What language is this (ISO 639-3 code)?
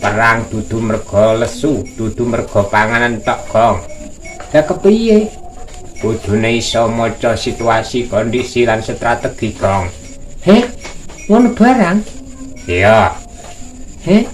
jav